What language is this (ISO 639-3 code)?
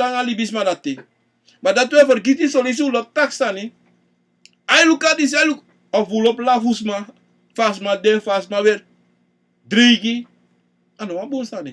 srn